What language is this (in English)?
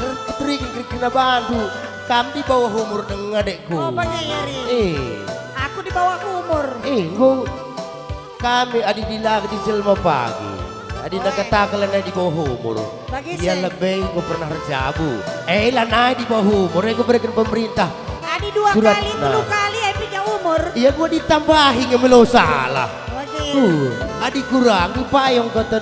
Batak Karo